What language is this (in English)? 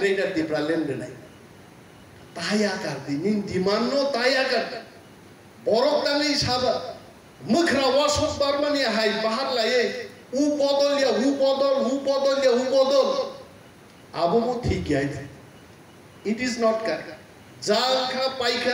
Kok Borok